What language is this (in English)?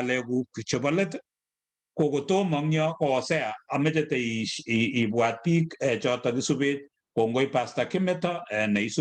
Kalenjin